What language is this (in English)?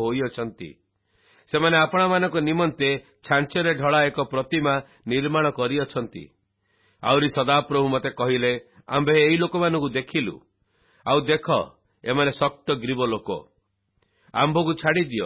Odia